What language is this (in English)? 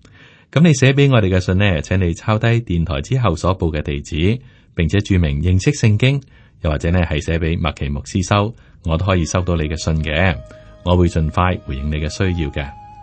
Cantonese